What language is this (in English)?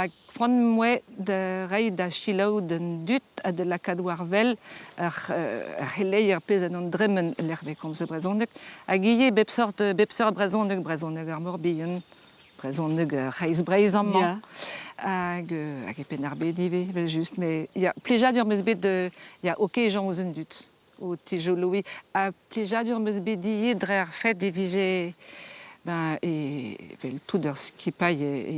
Breton